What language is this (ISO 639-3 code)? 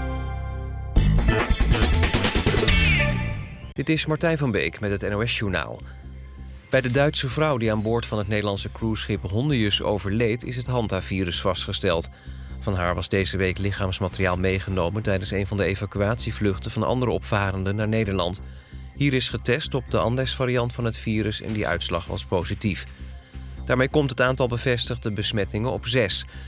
nld